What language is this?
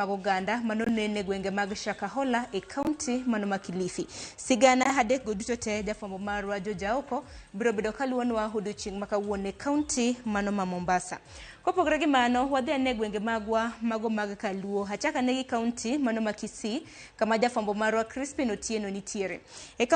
Luo (Kenya and Tanzania)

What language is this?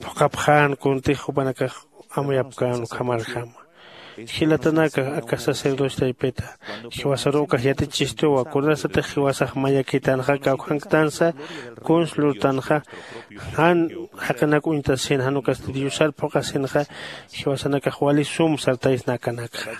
Aymara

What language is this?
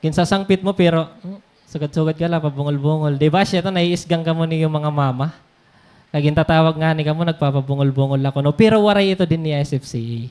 Waray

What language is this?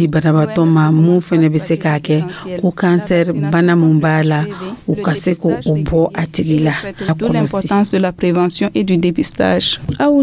Dyula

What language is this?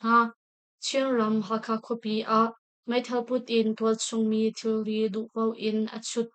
Hakha Chin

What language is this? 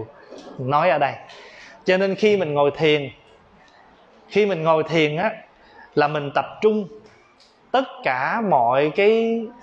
Vietnamese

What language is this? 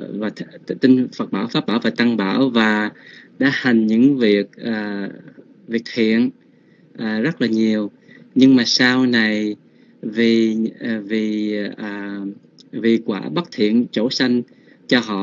Vietnamese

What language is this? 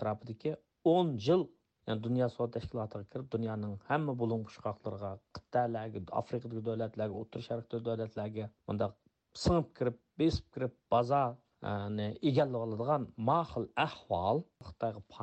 Uyghur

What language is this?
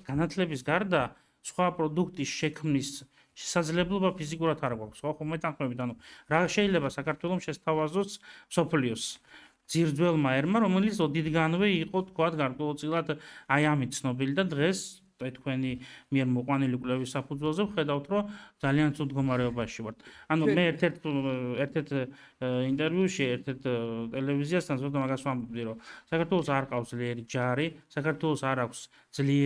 Georgian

